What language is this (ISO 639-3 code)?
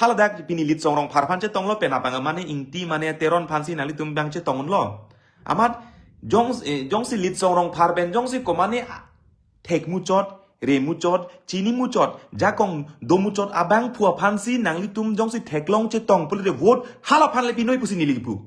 mjw